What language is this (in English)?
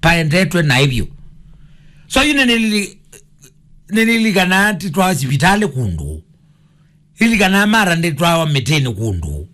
Kamba